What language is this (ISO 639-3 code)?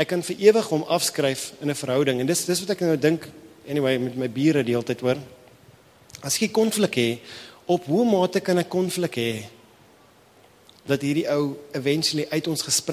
afr